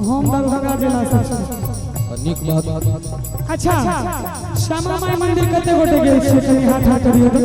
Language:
Maithili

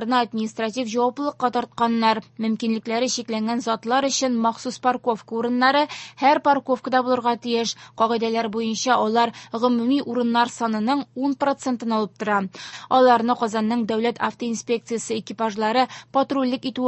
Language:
Tatar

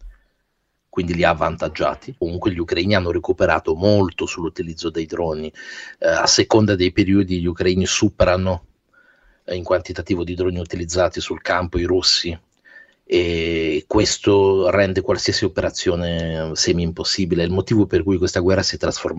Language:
Italian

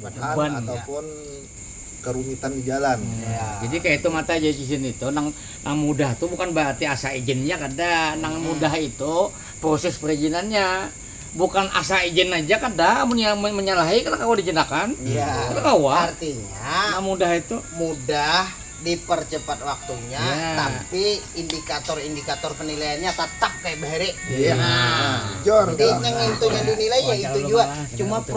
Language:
Banjar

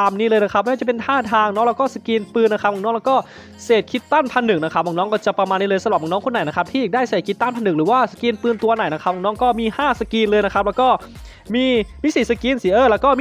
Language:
Thai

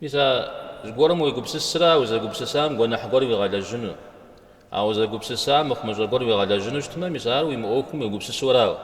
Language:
Kabardian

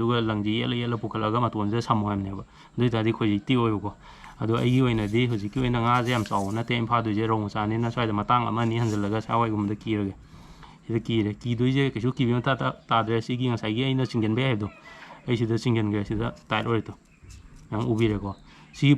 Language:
Manipuri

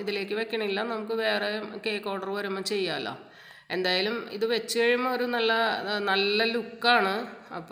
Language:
Malayalam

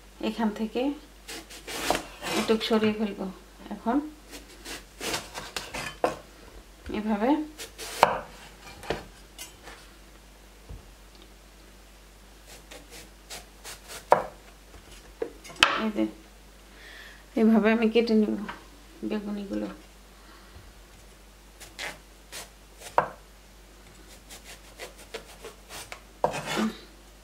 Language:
Bangla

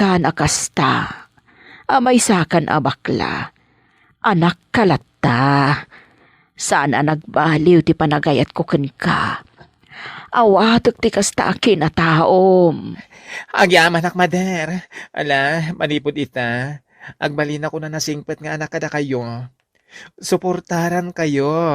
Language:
Iloko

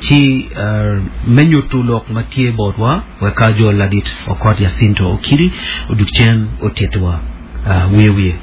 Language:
Acoli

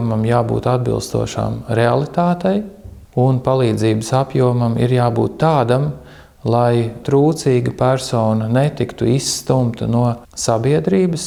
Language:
Latvian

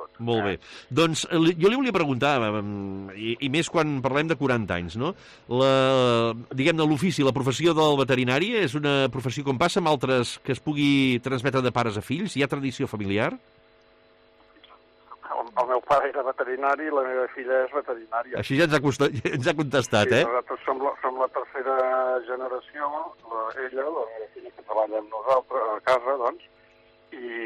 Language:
Catalan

